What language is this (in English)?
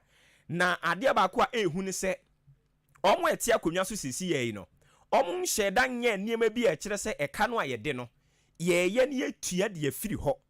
Akan